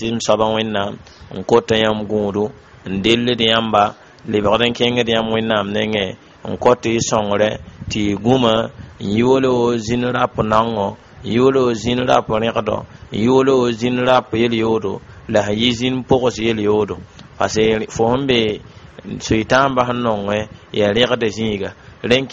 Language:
Mossi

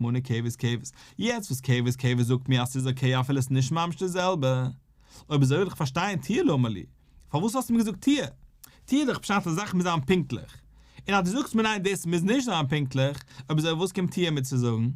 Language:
Yiddish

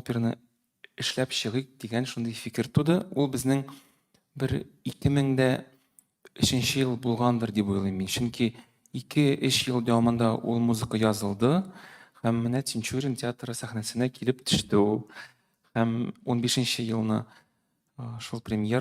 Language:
Tatar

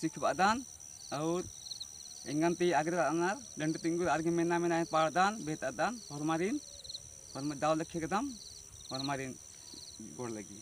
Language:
Kurukh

